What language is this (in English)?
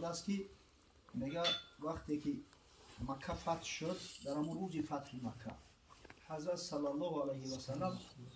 Tajik